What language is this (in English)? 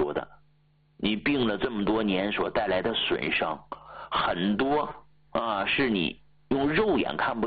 Chinese